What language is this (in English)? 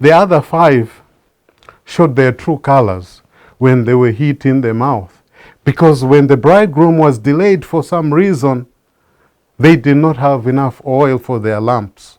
English